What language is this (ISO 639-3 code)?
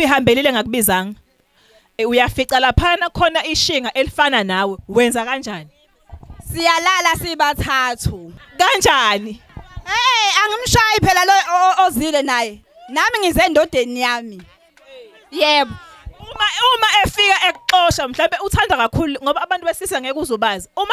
zul